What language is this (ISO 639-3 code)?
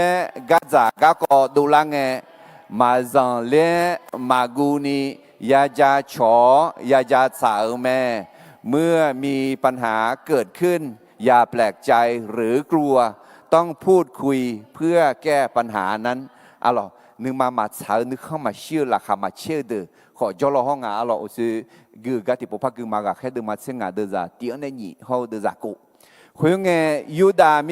ahk